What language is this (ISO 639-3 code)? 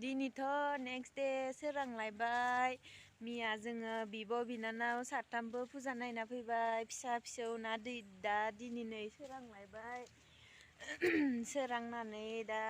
brx